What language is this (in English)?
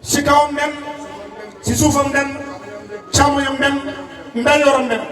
Wolof